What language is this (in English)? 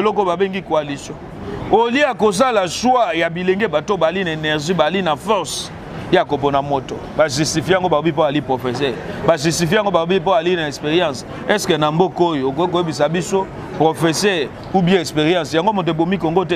Lingala